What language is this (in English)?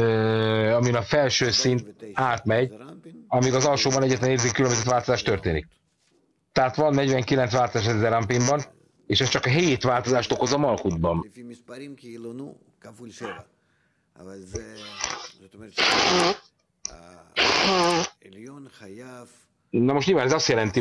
Hungarian